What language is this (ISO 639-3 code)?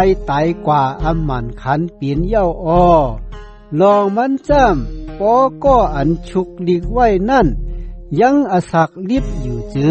shn